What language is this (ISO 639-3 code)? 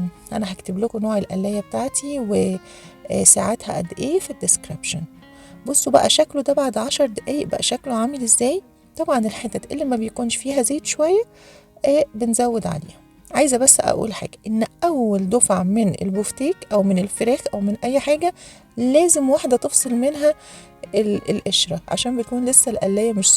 arz